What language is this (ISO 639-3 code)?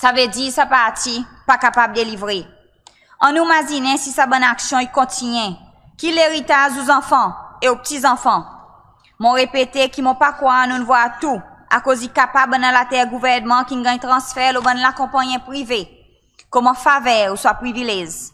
crs